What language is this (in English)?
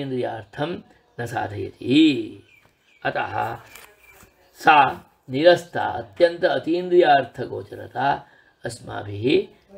Sanskrit